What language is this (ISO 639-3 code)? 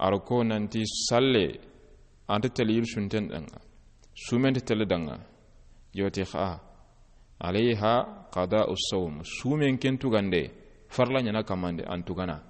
snk